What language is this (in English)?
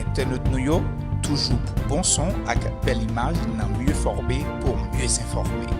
Haitian Creole